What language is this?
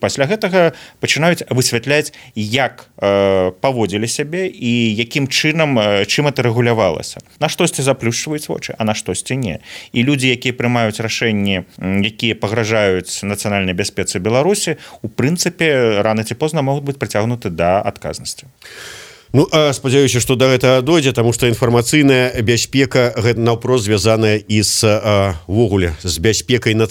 Belarusian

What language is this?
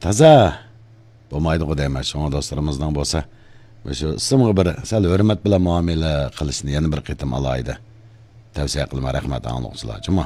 Uyghur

